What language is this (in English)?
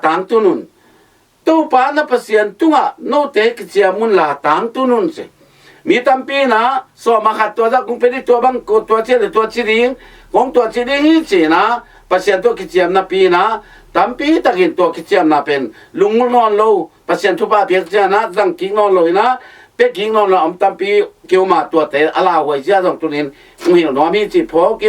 Tedim Chin